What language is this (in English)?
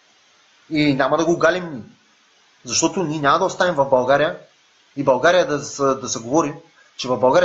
Bulgarian